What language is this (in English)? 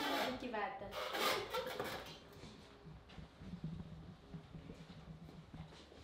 Afrikaans